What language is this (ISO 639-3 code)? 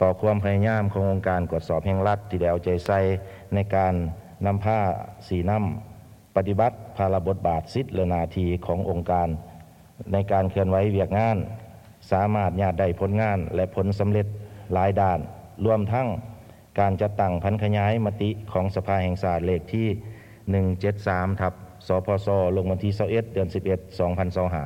lao